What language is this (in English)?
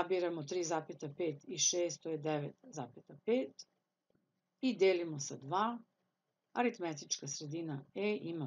Serbian